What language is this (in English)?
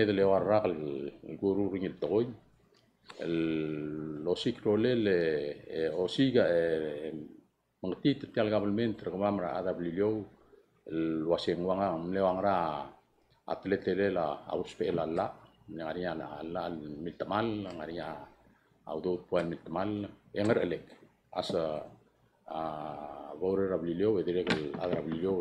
Palauan